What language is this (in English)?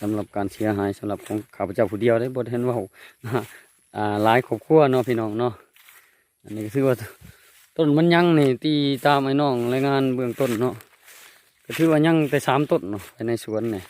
Lao